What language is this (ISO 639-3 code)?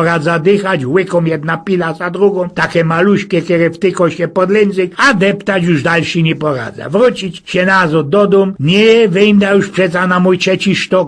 szl